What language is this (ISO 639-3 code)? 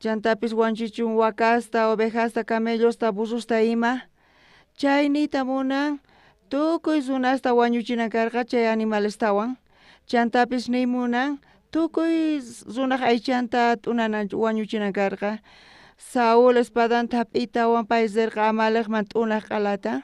quh